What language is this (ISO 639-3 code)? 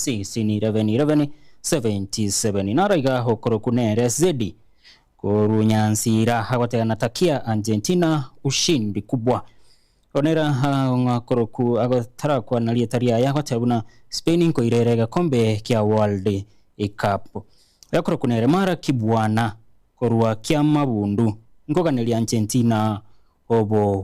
guz